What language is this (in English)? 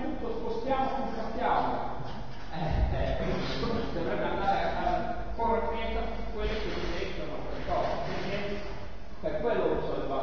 Italian